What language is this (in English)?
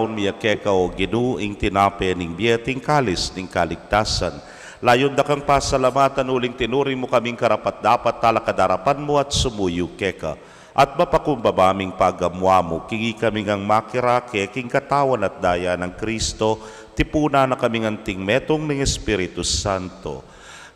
Pampanga